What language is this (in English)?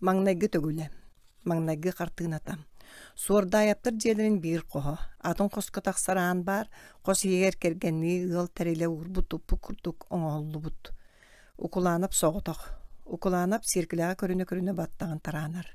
Yakut